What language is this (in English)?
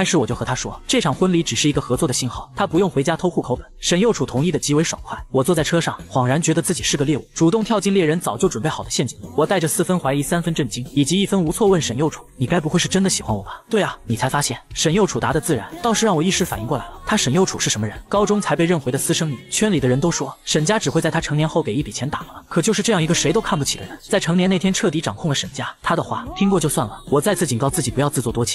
Chinese